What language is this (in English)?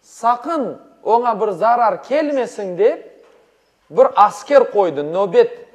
Crimean Tatar